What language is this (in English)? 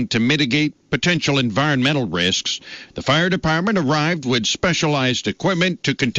English